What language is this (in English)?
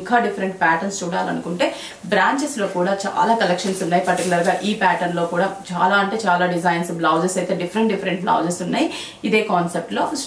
Telugu